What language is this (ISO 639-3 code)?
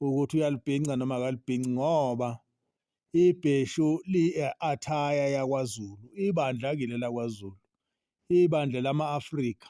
zul